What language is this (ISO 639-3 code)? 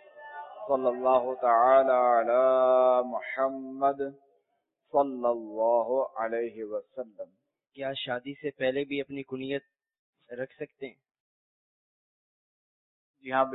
urd